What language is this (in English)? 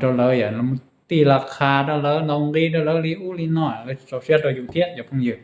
Hmong